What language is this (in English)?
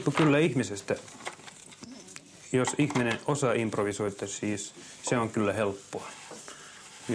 Finnish